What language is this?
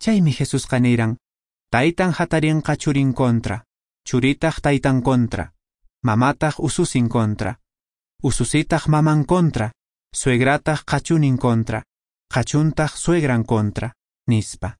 Quechua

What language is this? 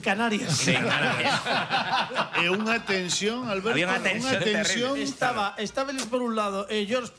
Galician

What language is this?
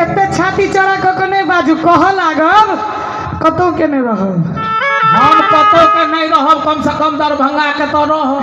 Maithili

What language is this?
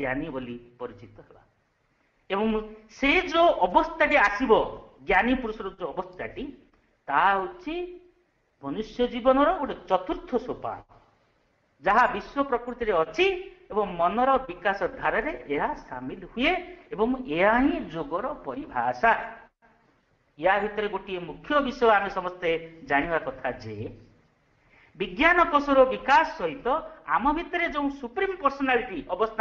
Odia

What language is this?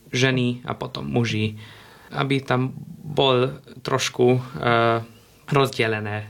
Slovak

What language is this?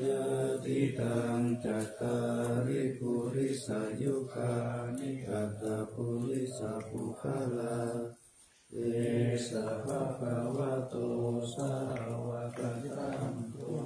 Pali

